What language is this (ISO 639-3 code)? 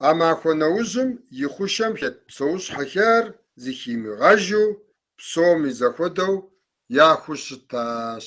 kbd